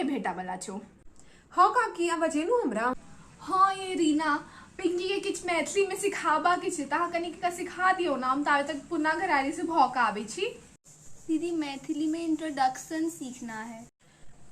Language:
Maithili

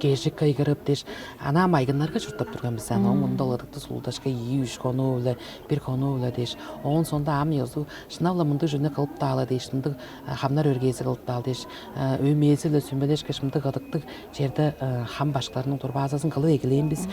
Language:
Tuvinian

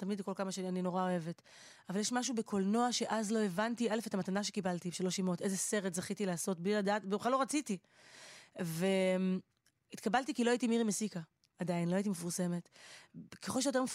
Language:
Hebrew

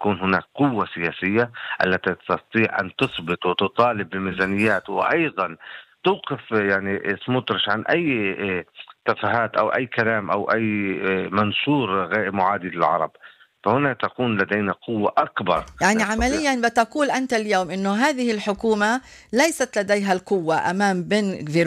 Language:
Arabic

